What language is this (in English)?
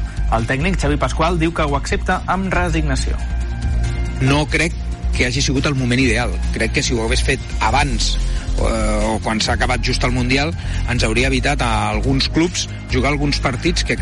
Catalan